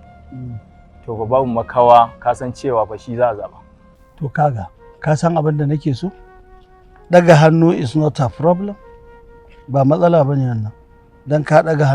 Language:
Hausa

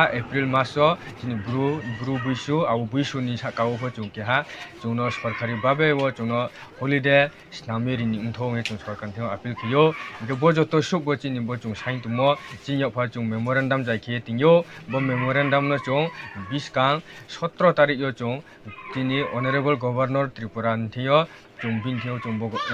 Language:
Kok Borok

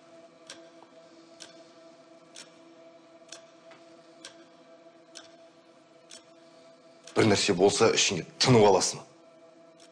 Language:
Kazakh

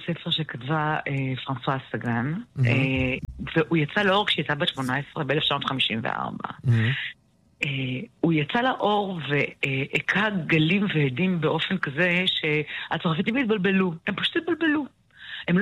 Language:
Hebrew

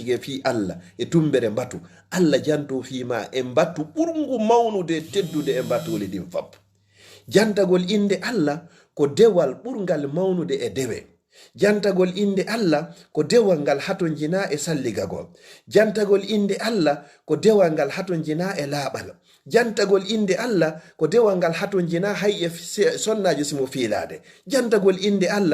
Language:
Fula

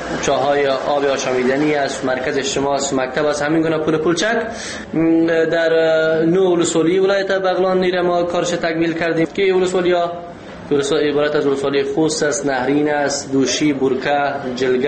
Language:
Persian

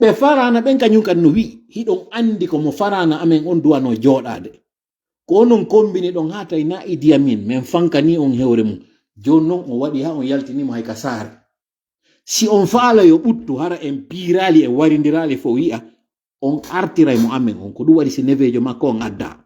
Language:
Fula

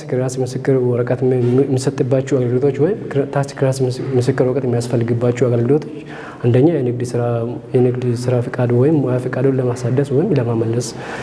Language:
Amharic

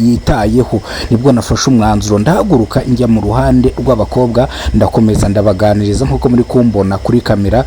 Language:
Kinyarwanda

